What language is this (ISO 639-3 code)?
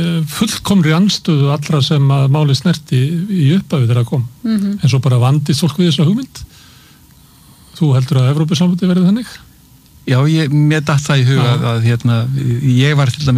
isl